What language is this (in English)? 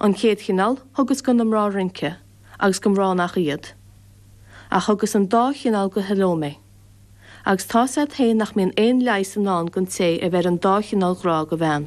Irish